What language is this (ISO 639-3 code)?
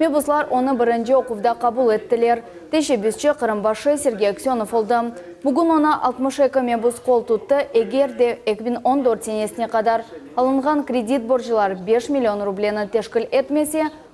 crh